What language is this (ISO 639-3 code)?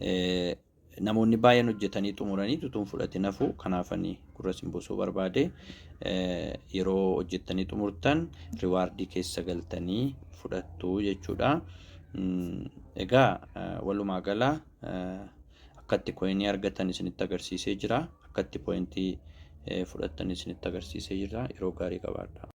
orm